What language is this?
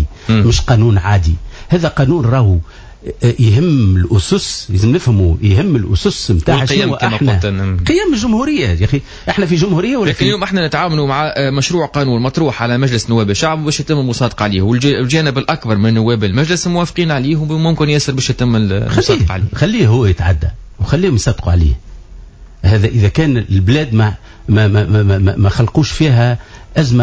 Tunisian Arabic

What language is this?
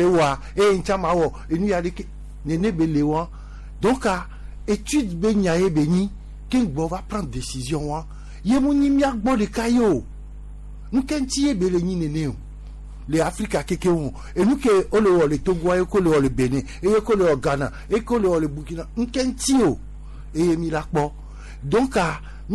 Gen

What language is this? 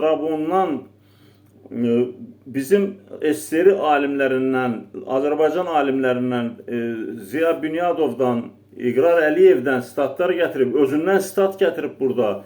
Azerbaijani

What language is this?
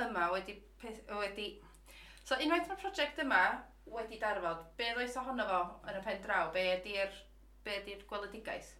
Welsh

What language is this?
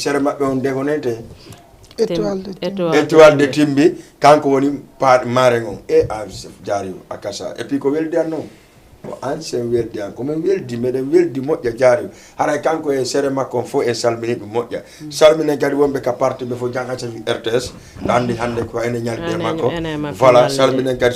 Fula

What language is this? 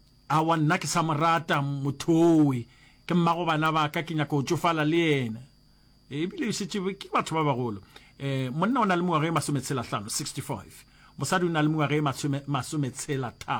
Northern Sotho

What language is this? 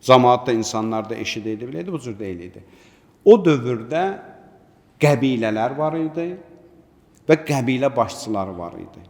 Azerbaijani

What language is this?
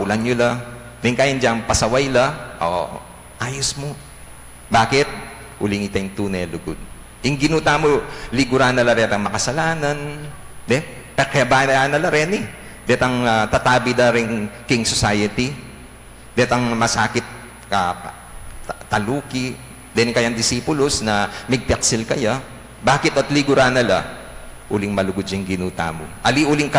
Pampanga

